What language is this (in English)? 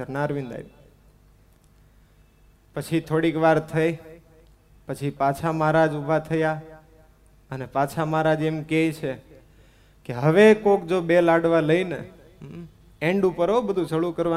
Gujarati